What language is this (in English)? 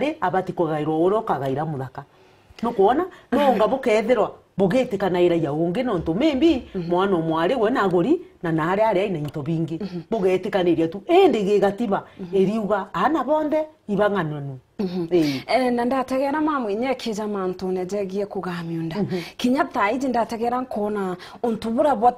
Meru